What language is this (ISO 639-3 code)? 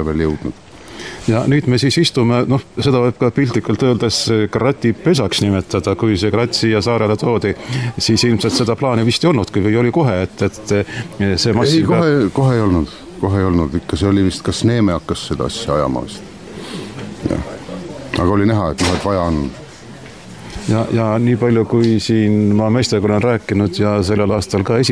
est